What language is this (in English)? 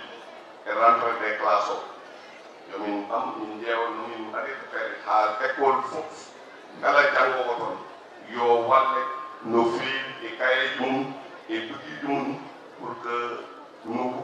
Fula